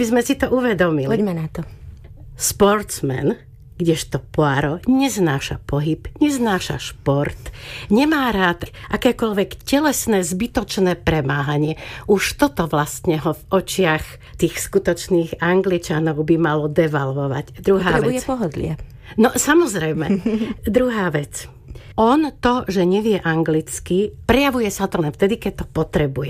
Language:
Slovak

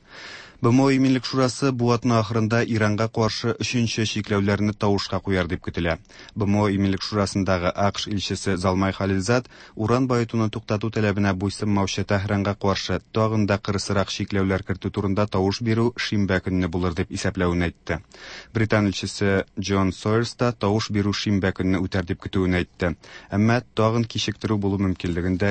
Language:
Tatar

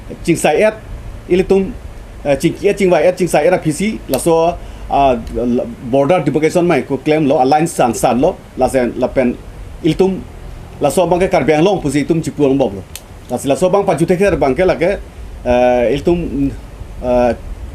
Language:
Karbi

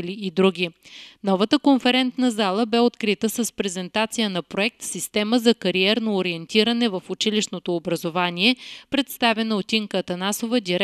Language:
Bulgarian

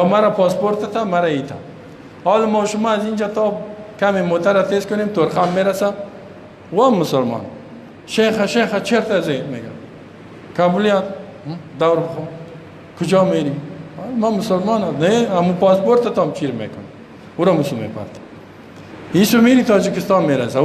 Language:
Persian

